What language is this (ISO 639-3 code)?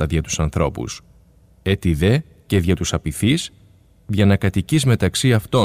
ell